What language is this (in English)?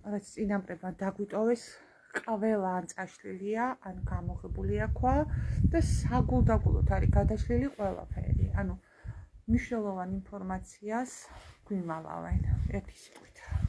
Georgian